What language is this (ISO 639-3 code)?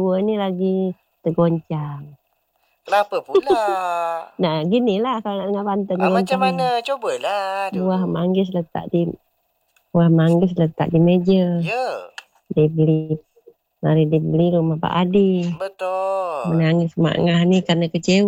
msa